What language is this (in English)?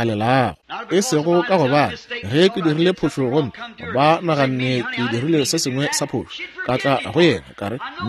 Northern Sotho